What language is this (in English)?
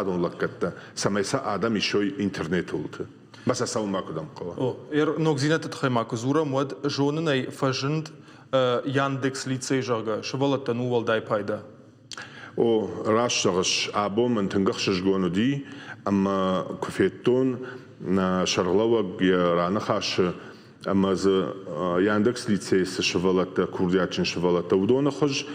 Ossetic